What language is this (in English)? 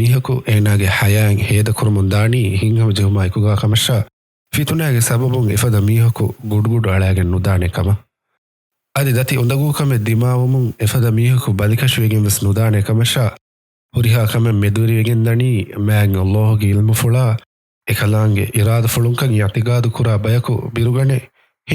Divehi